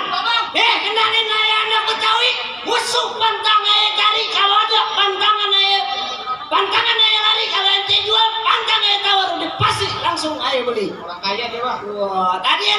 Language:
Betawi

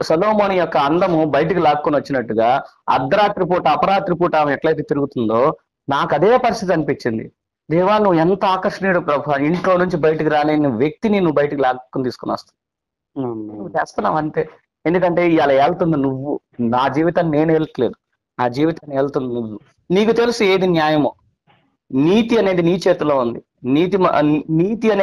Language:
Telugu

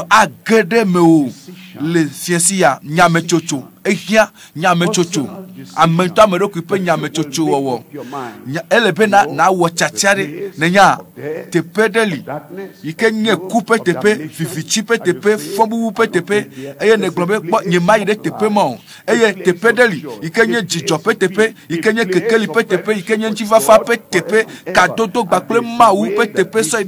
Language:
Ewe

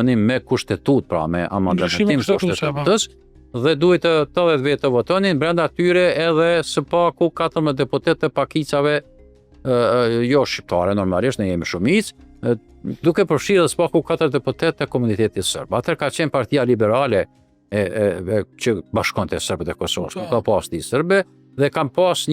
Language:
Albanian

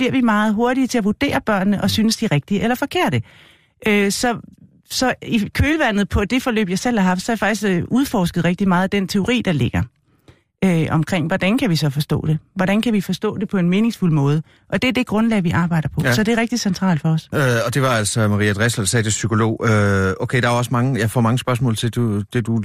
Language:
Danish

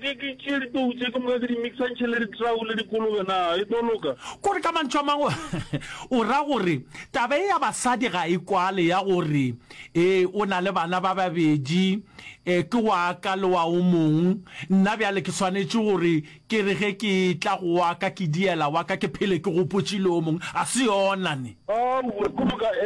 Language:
Northern Sotho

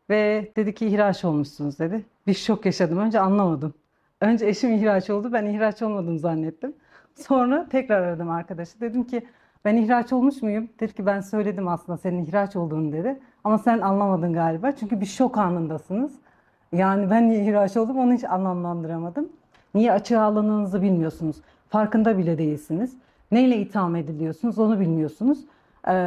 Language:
Turkish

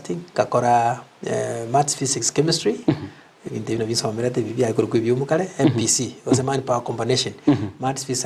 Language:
Gusii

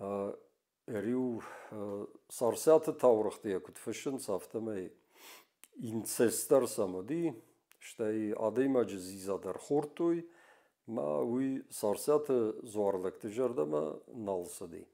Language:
Ossetic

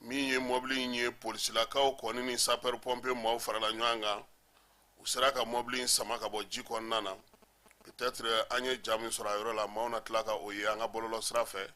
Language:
Bambara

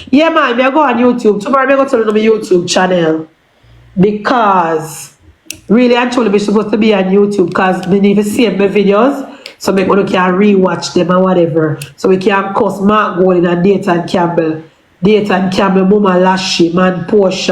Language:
Jamaican Creole English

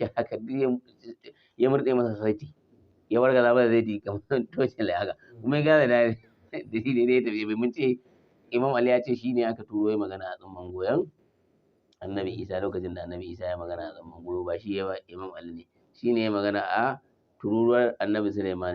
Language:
Hausa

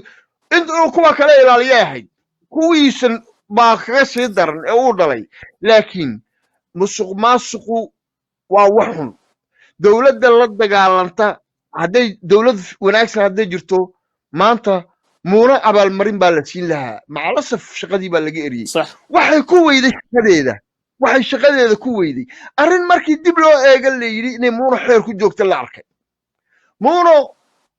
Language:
Somali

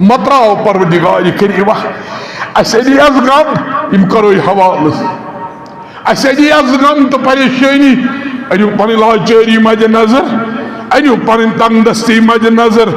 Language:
Kashmiri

